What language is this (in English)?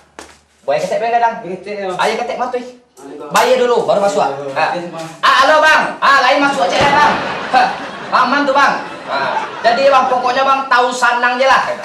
Minangkabau